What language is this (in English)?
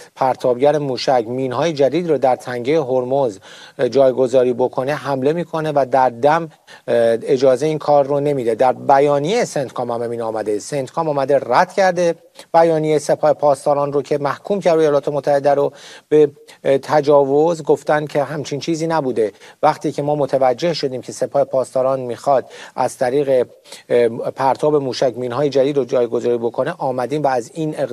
Persian